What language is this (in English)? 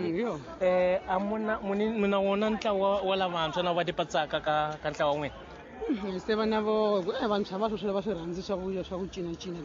Tsonga